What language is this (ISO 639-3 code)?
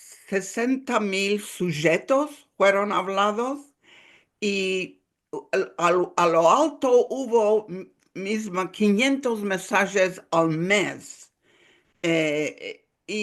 lad